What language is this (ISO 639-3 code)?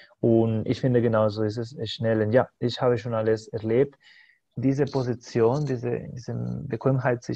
deu